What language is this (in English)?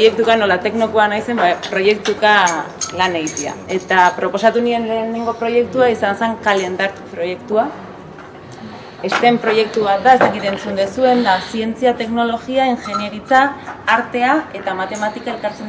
Basque